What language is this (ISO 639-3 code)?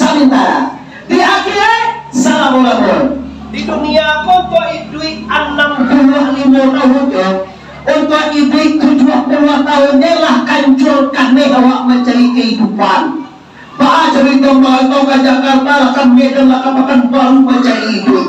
min